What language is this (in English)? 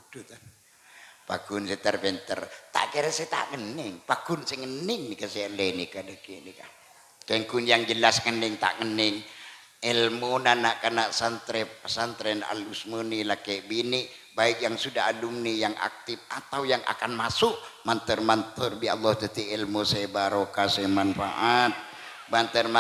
Madurese